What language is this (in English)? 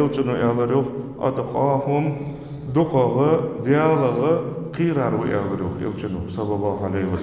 Ingush